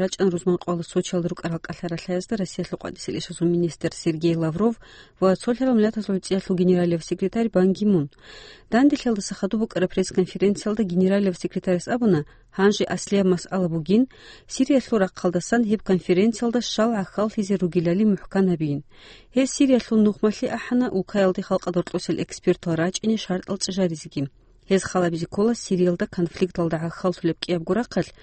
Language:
Avaric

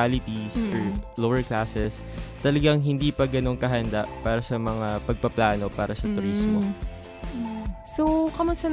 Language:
Filipino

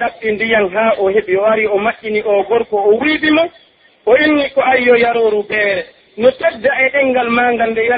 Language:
Pular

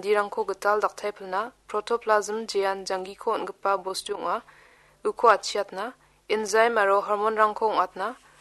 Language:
Garo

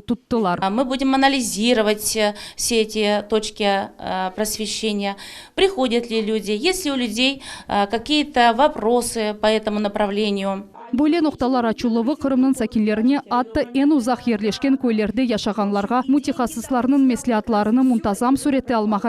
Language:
Crimean Tatar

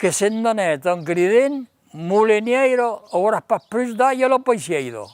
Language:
Occitan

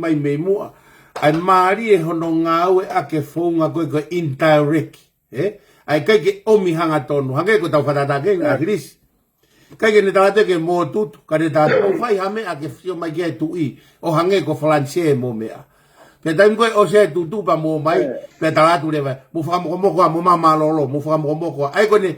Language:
Tongan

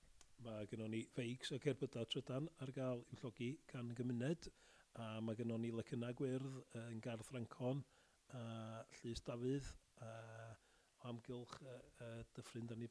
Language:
Welsh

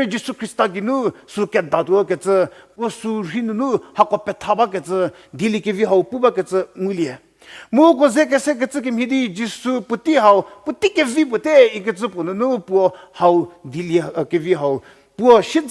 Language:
Angami Naga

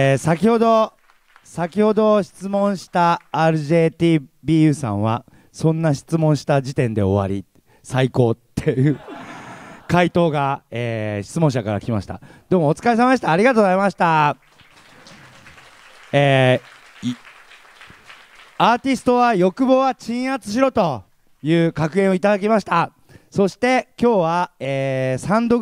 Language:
Japanese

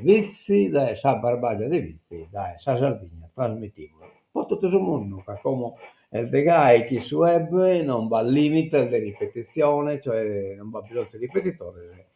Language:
Sardinian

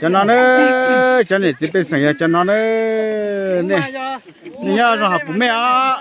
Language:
Hmong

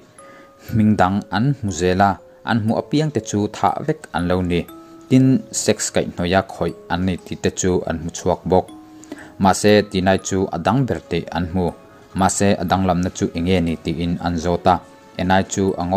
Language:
Mizo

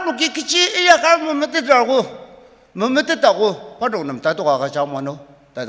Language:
Ao Naga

